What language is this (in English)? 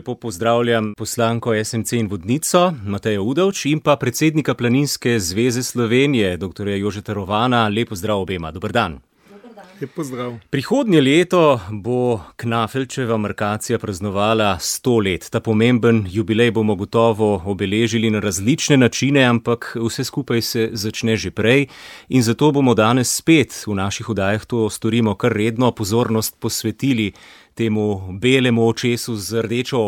Slovenian